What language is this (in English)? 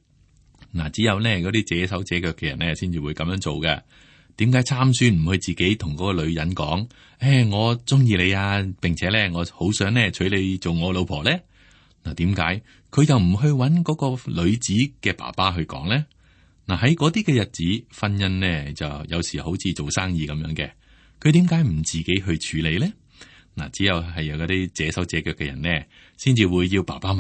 Cantonese